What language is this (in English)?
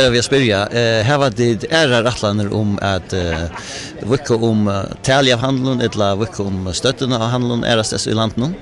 Faroese